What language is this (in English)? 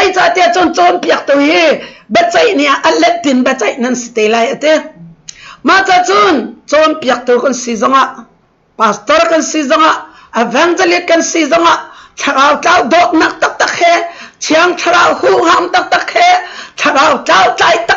Hakha Chin